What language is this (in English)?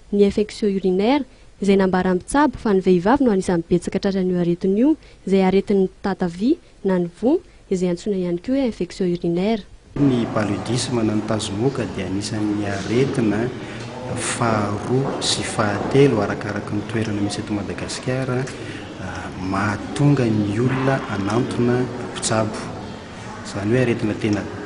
Malagasy